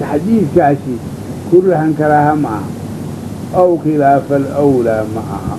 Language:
Somali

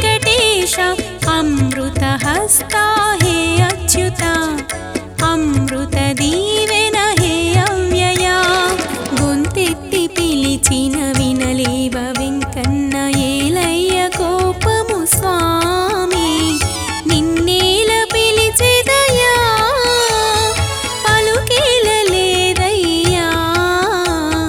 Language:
Telugu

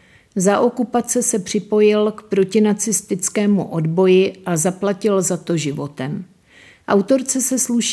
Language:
Czech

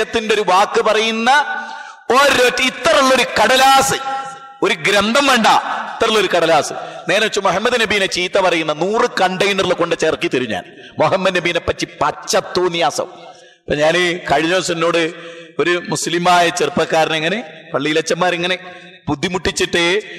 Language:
Malayalam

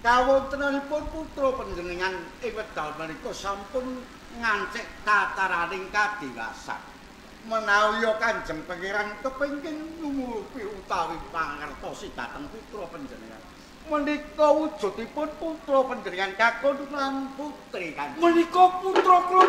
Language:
Javanese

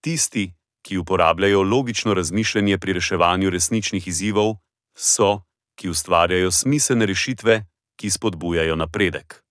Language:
Slovenian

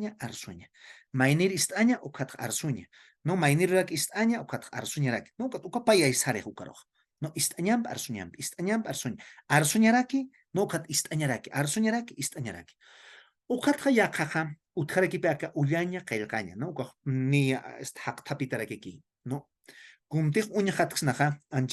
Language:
Aymara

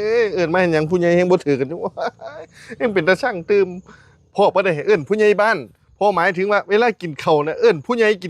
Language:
Northeastern Thai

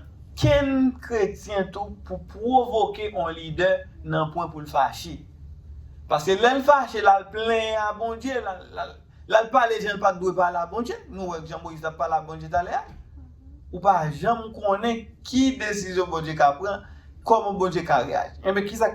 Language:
Haitian Creole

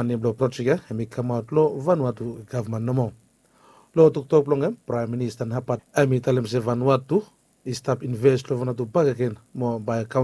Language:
Bislama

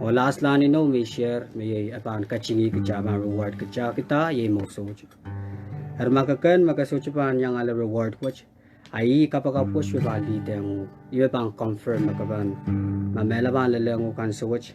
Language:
Pohnpeian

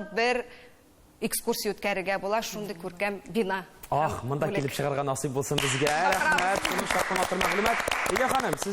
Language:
Tatar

